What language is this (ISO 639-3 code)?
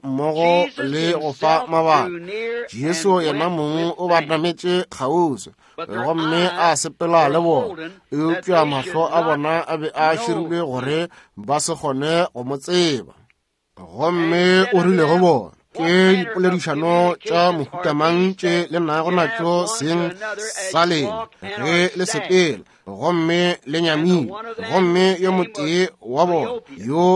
nso